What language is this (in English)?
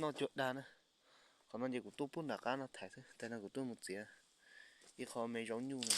Hmong